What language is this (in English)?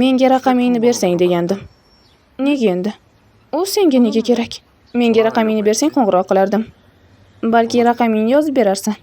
Uzbek